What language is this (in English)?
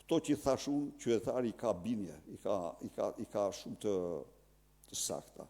Albanian